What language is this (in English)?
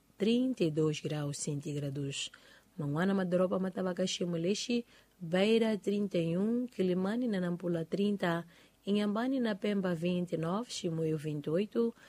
Tsonga